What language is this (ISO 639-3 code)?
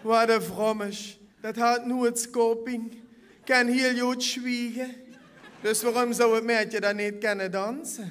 lim